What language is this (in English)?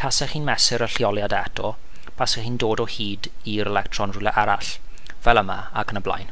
Welsh